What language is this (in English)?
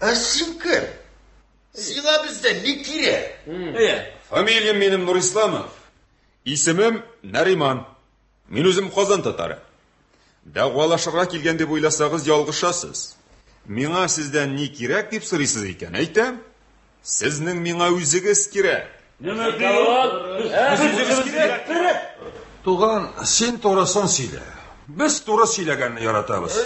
Tatar